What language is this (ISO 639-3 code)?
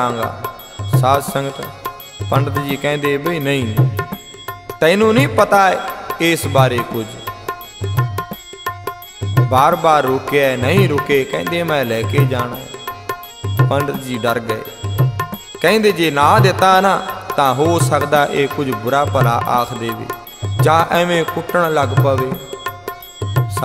pan